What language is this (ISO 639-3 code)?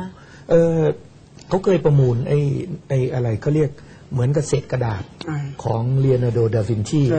tha